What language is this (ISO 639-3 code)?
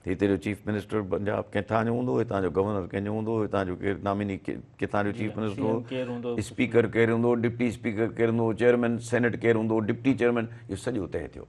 snd